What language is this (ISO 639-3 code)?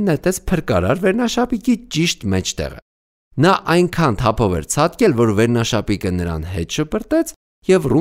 hye